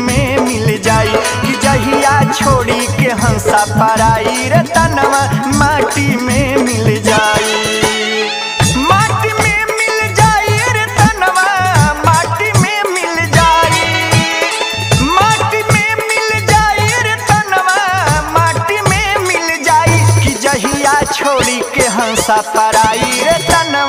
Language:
Bhojpuri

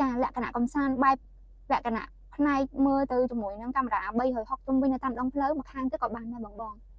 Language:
Khmer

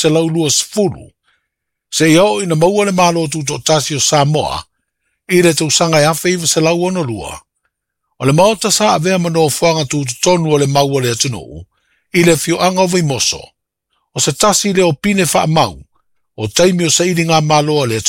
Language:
Samoan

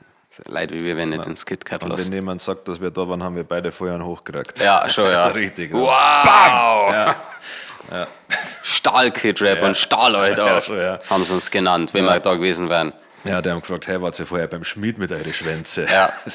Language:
Bavarian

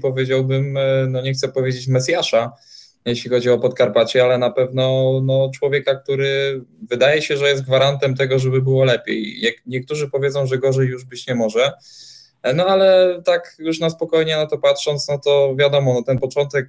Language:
Polish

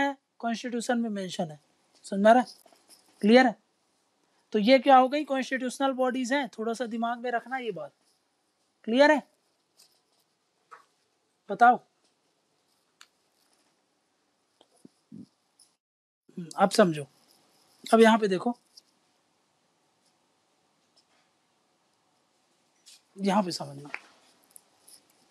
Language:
Hindi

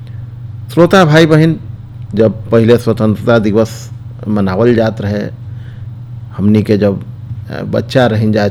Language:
Bhojpuri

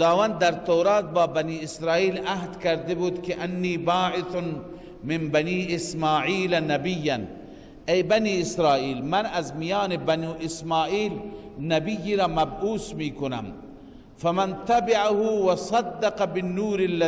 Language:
Persian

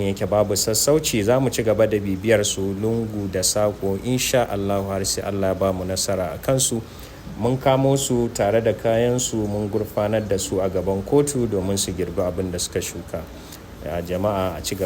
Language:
Hausa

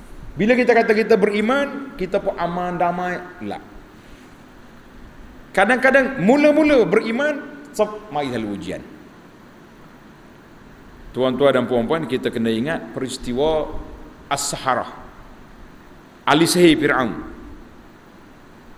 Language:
Malay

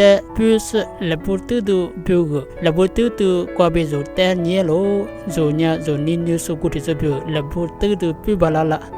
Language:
Lisu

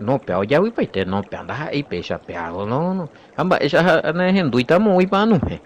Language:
Guarani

